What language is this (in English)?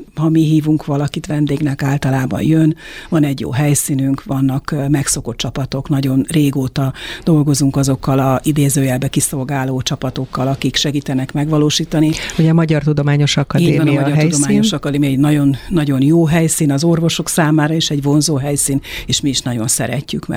Hungarian